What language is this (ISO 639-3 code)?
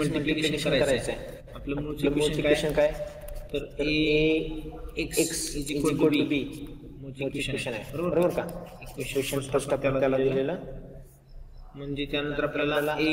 mar